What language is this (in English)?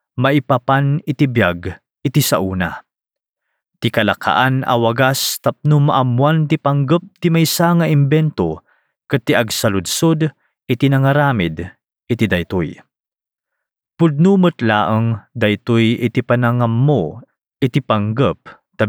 Iloko